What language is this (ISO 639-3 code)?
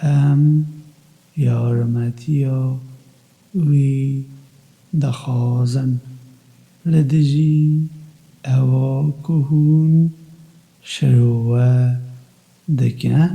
kur